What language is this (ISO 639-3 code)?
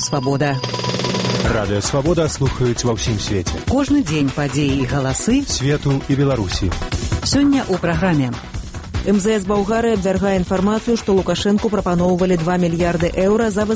bel